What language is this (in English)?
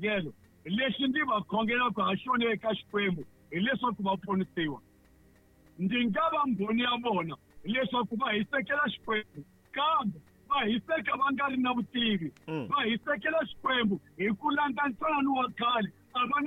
Tsonga